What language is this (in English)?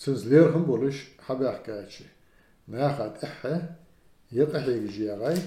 Ingush